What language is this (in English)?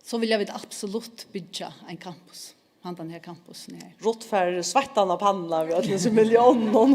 Faroese